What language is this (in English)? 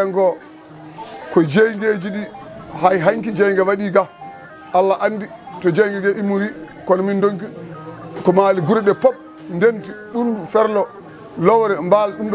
Fula